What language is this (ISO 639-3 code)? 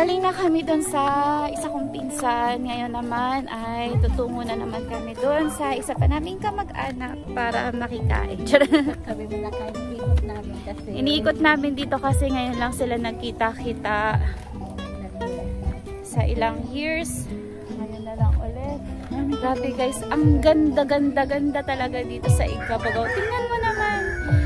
fil